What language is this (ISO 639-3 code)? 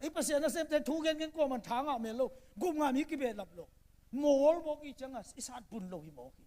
ctd